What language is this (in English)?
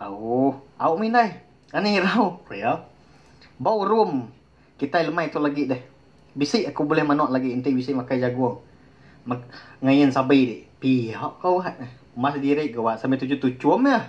Iban